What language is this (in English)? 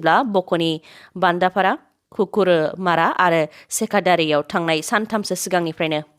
Bodo